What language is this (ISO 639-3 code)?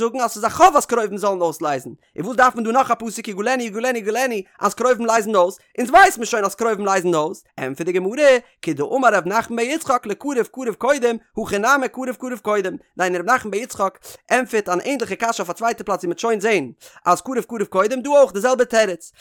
yid